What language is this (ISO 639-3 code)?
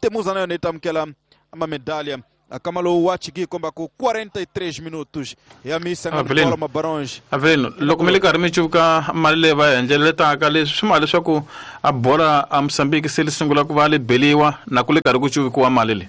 tso